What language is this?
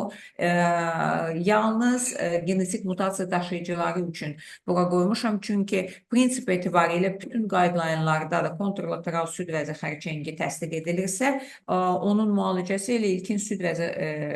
Azerbaijani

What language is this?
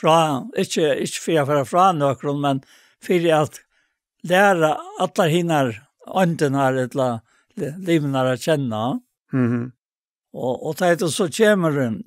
Faroese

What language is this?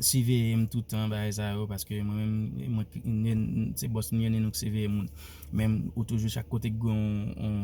Haitian Creole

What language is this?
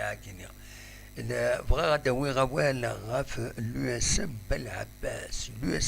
Kabyle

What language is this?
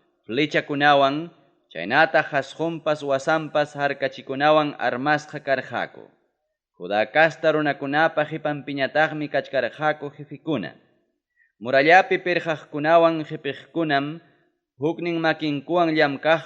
Ayacucho Quechua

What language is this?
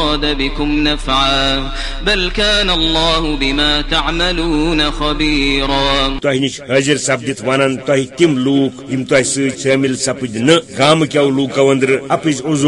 Kashmiri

